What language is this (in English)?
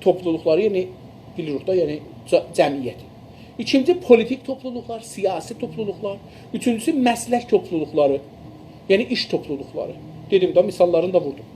South Azerbaijani